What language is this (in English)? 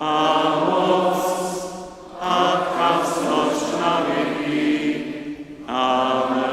Upper Sorbian